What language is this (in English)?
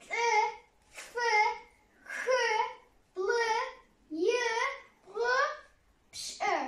Kabardian